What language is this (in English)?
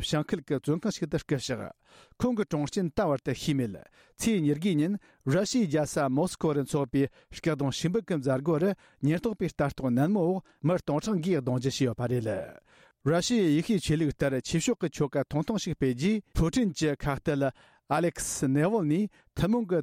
Tibetan